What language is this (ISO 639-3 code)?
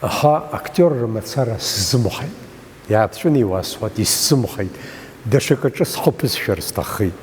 abk